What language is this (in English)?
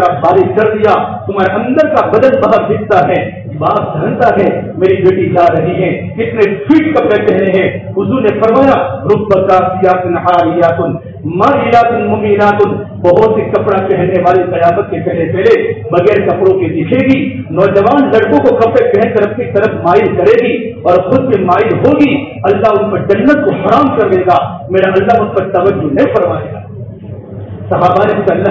Urdu